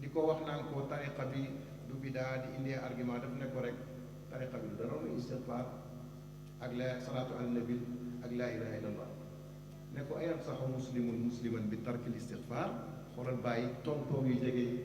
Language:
Wolof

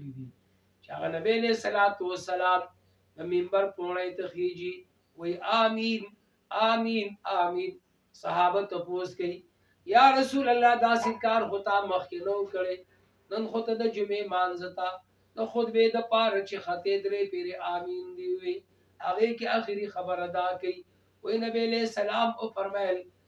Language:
Pashto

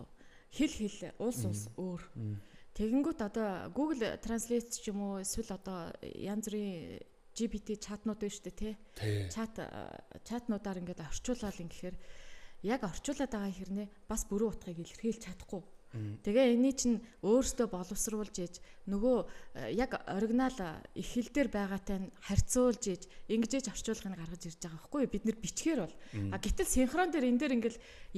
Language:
Mongolian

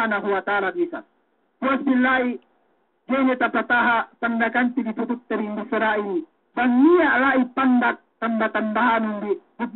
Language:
Yakan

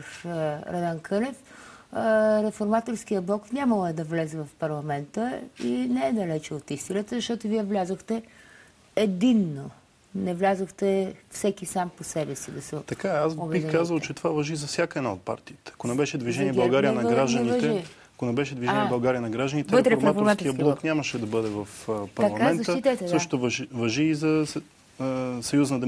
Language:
Bulgarian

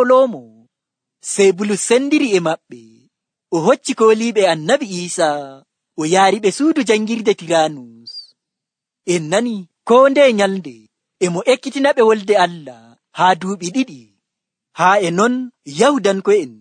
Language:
Nigerian Fulfulde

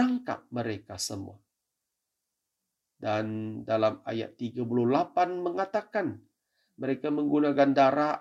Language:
Malay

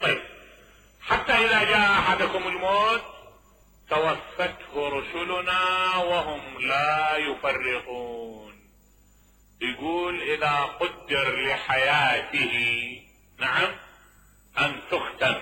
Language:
Mesopotamian Arabic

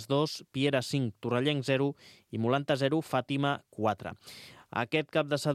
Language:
Catalan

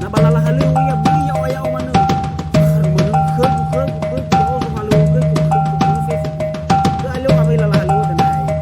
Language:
Nias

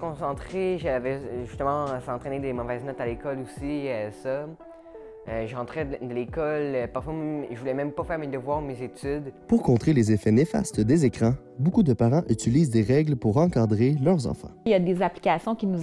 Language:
French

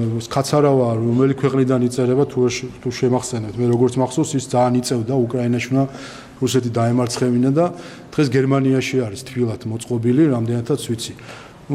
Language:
Georgian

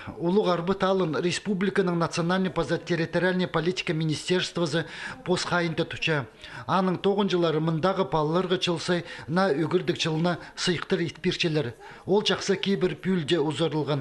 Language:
Khakas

